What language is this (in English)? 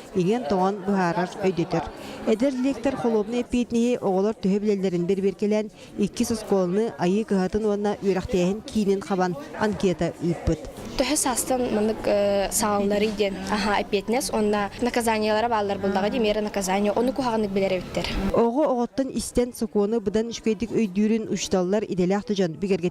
Yakut